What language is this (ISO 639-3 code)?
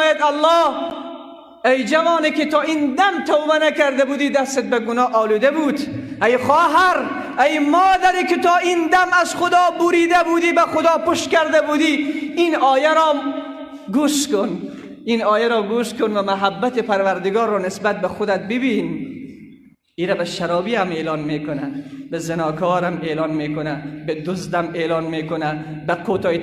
fas